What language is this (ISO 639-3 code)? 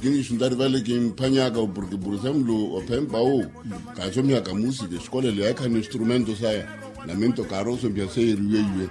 vmw